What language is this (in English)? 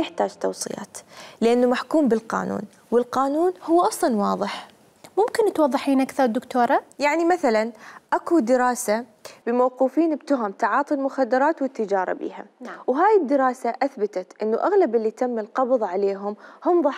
Mesopotamian Arabic